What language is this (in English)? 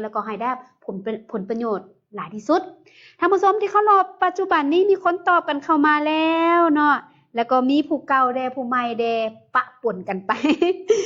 Lao